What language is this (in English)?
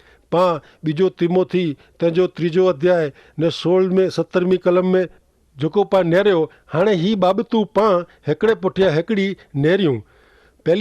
Kachhi